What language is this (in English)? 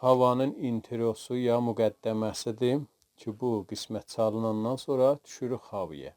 South Azerbaijani